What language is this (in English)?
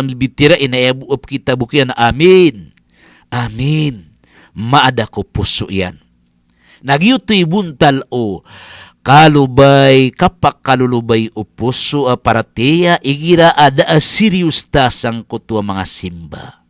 Maranao